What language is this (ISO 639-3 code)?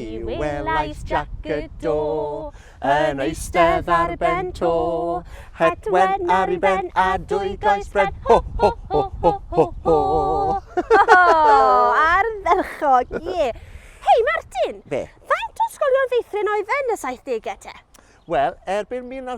cym